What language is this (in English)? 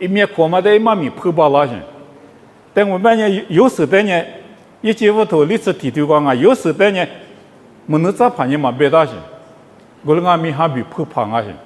Lisu